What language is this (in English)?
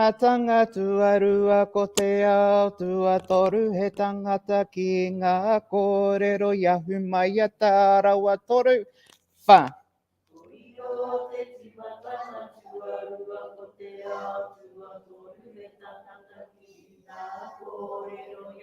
Māori